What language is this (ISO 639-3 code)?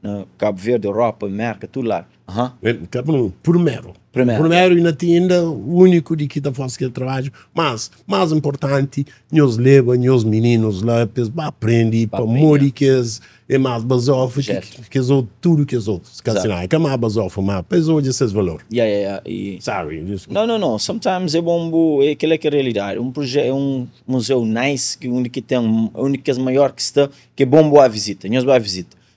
kea